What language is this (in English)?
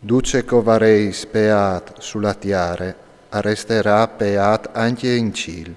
Friulian